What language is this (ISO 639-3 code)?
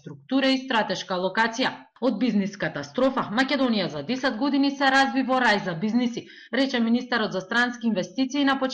mkd